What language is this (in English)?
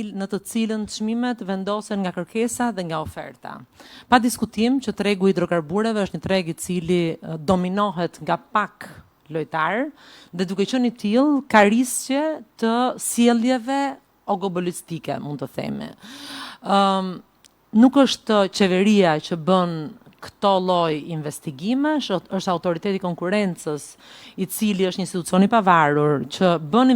Albanian